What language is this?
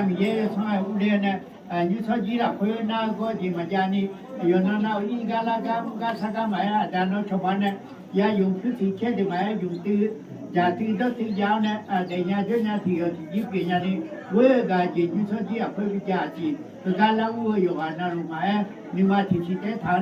Akha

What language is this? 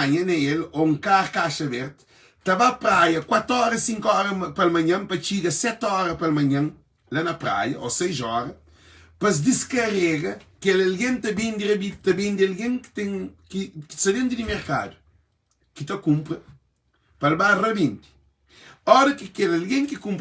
Kabuverdianu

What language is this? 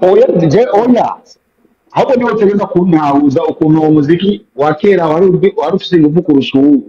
Rundi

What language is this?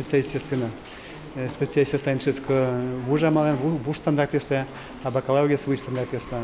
Udmurt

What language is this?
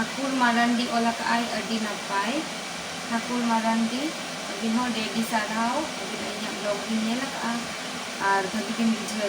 Santali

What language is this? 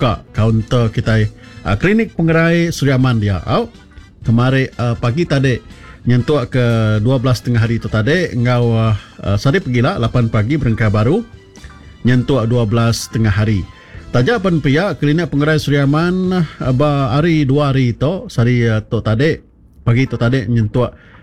Iban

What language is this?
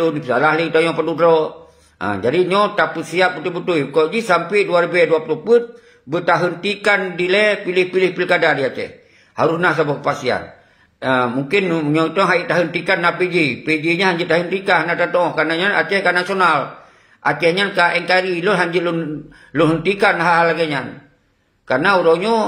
Achinese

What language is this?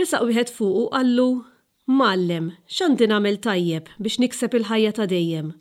Maltese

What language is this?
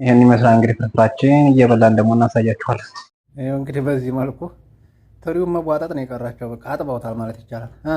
Amharic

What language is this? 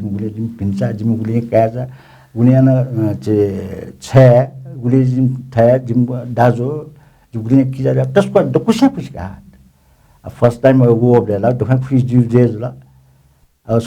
Newari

